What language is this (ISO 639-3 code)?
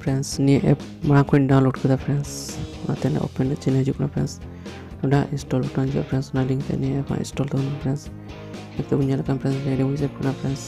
sat